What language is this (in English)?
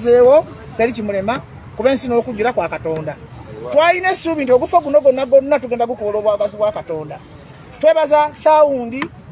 Ganda